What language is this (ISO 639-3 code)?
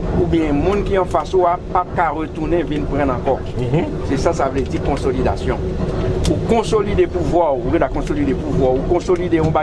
hat